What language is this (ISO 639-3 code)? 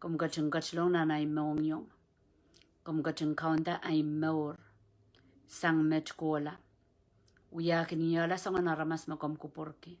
pon